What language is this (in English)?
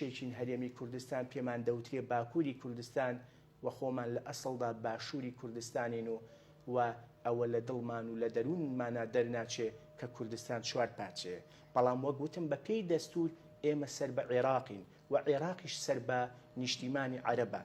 Central Kurdish